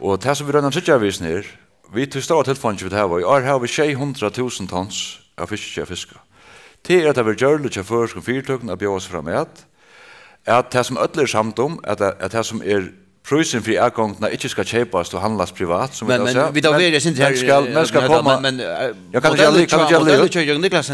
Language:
Faroese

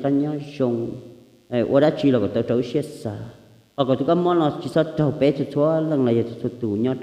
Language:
Hmong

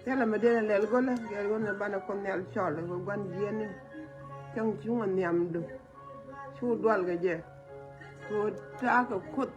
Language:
Nuer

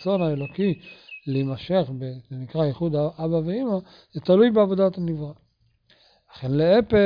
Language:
Hebrew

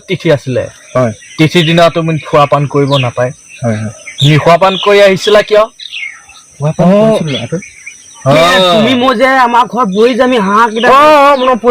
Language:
Assamese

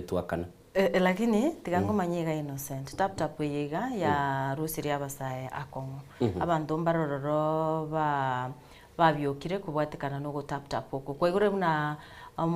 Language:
Gusii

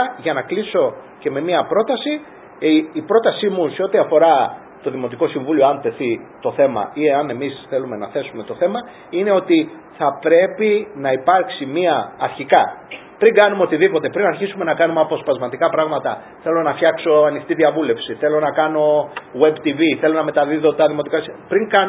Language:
Greek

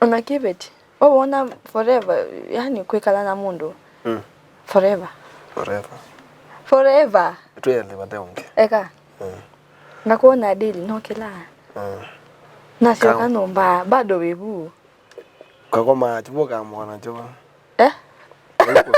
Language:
Kamba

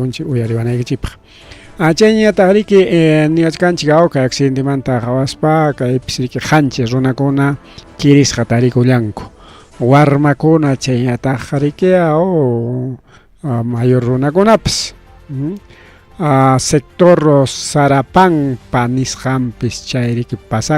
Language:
Ayacucho Quechua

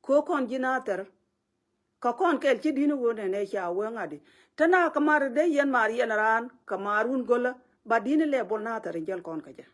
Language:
Nuer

